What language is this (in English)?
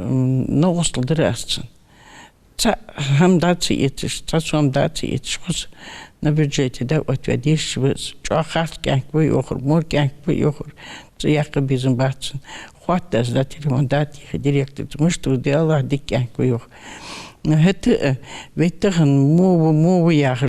Ingush